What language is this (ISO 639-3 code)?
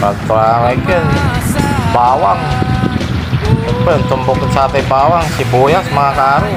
pag